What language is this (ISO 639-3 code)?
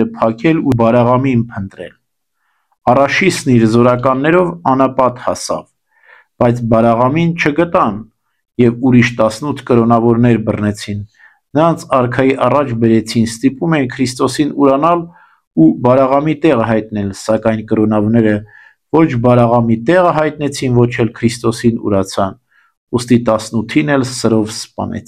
hye